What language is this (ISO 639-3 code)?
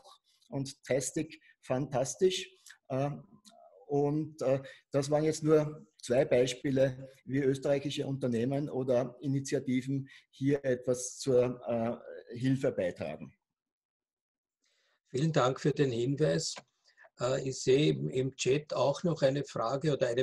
deu